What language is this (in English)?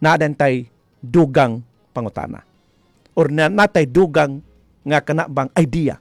Cebuano